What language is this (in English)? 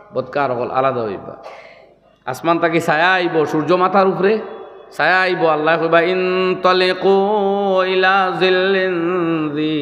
Sylheti